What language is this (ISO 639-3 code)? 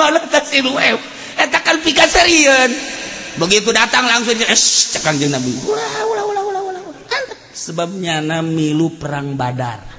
sun